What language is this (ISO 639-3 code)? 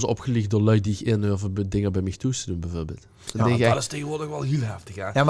lim